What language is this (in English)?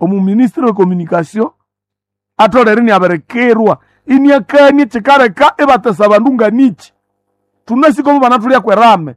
Nande